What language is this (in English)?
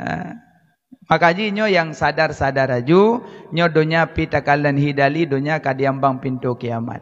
Achinese